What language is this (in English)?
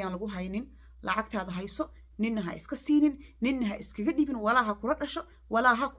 Somali